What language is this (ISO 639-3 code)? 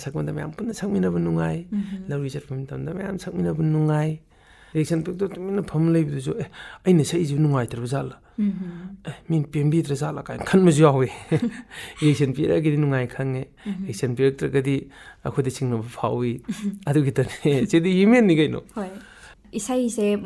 mni